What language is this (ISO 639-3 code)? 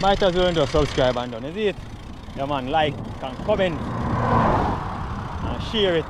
jam